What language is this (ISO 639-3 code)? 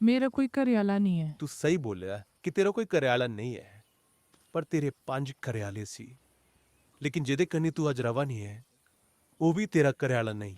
doi